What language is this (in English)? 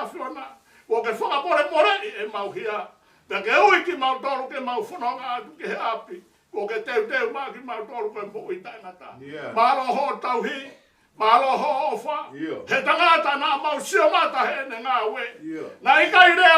Tongan